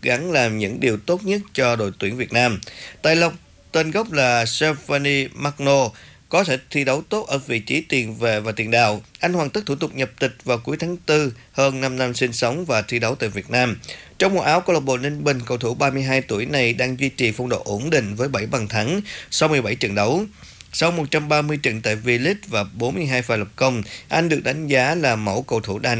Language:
Vietnamese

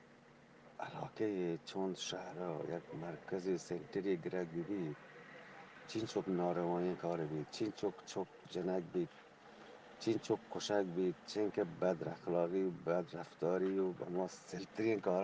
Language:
Eastern Balochi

